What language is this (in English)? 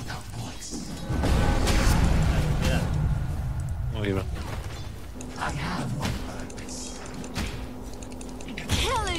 Burmese